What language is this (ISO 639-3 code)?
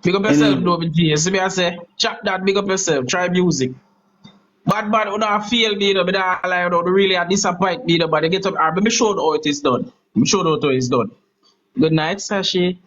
jam